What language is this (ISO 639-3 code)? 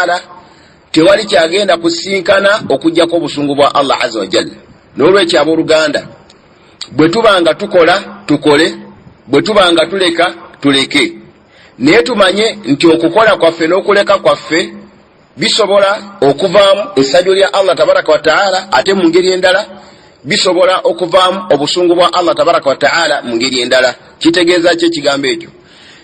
lug